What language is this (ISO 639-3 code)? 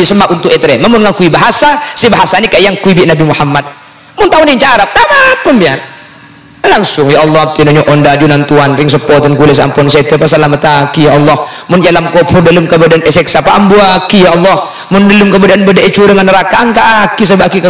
mad